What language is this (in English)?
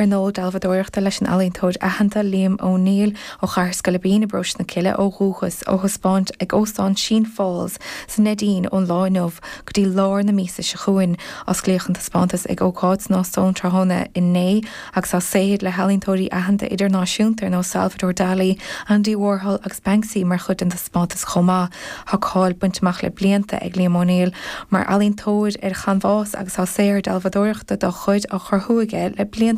Irish